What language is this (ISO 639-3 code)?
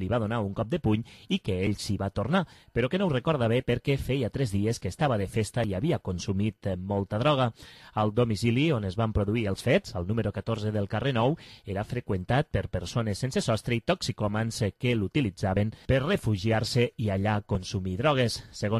cat